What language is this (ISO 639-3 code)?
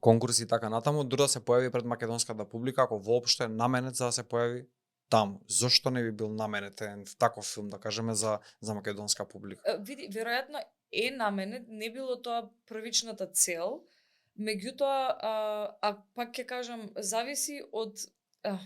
mkd